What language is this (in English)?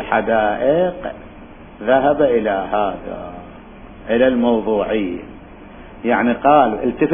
Mesopotamian Arabic